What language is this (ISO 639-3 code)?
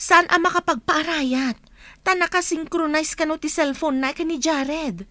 ilo